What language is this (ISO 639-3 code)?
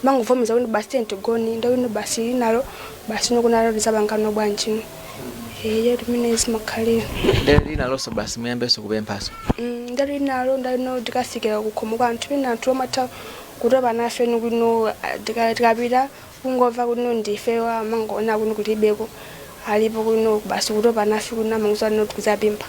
nya